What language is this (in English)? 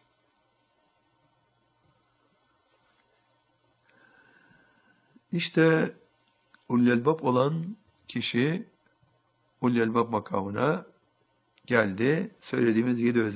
Turkish